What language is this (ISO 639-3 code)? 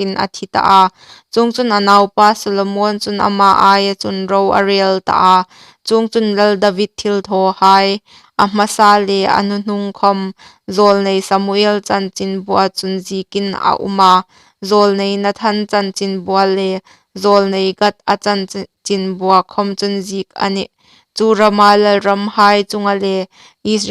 hmr